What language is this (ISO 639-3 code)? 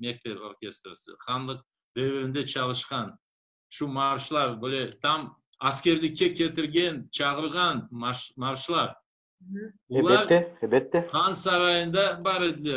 crh